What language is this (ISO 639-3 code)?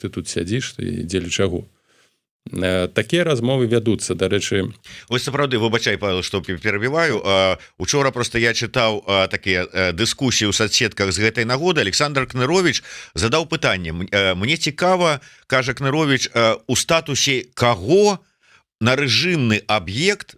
bel